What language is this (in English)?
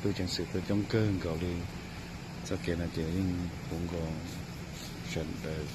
Hmong